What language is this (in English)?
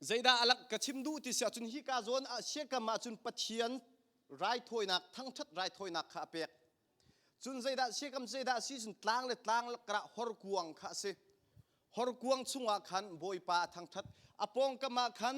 Hakha Chin